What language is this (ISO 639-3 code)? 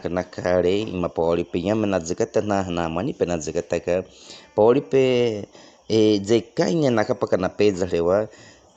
bwi